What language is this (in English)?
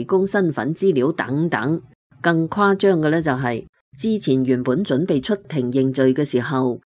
Cantonese